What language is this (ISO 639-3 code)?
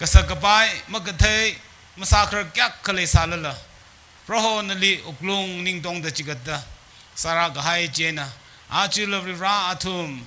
nmf